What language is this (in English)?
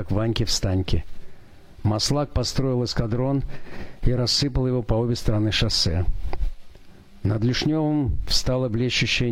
Russian